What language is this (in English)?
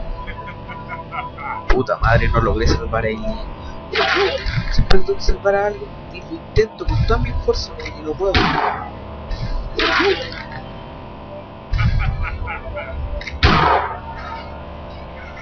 Spanish